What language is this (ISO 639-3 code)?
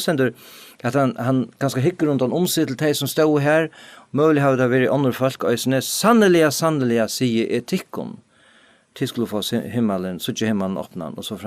fao